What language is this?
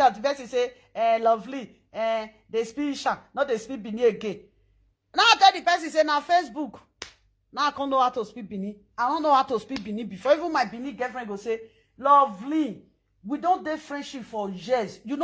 Nigerian Pidgin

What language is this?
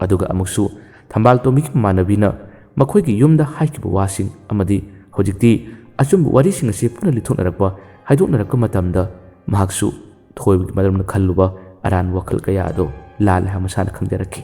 Manipuri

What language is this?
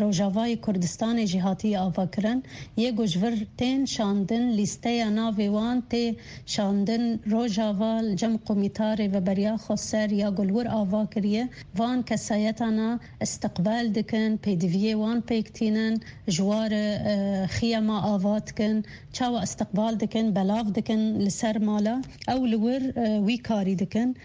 Kurdish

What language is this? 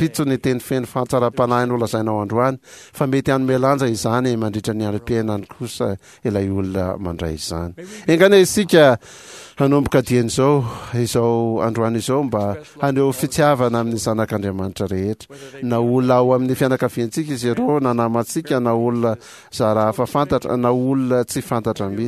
Malagasy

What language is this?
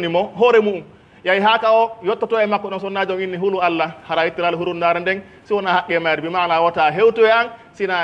Pular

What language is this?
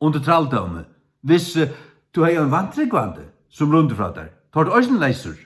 Faroese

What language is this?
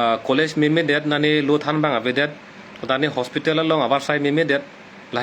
Karbi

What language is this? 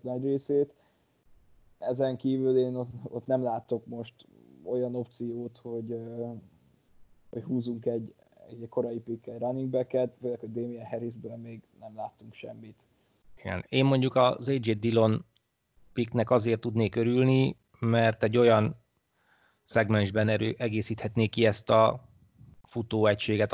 Hungarian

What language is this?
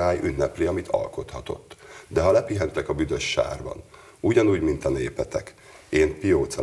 Hungarian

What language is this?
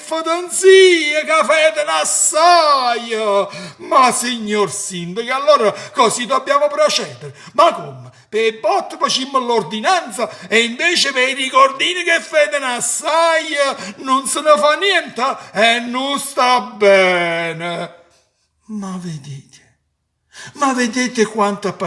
Neapolitan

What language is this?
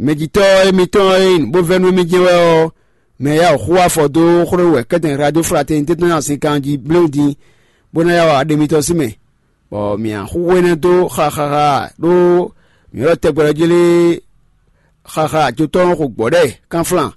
Fon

